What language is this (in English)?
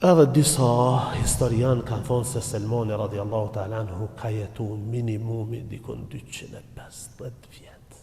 Albanian